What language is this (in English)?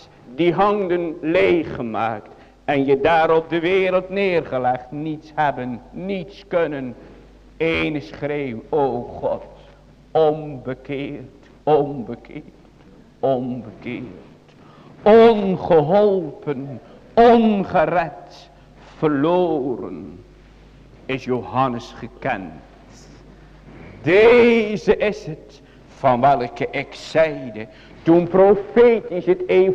Dutch